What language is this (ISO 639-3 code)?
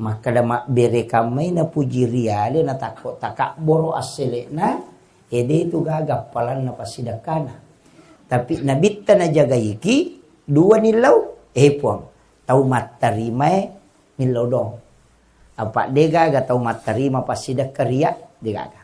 bug